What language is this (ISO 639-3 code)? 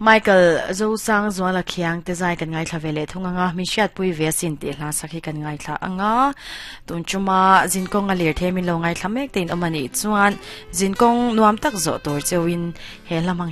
lus